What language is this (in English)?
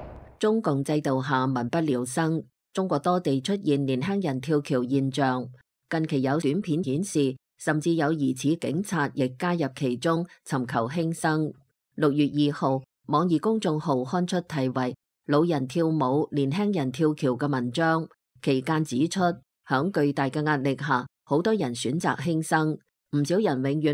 Cantonese